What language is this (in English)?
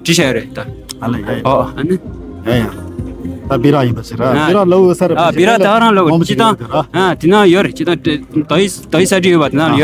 Tibetan